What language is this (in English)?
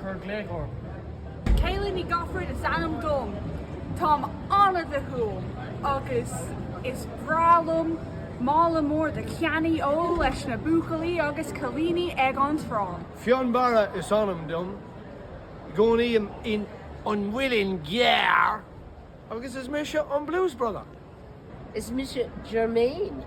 Irish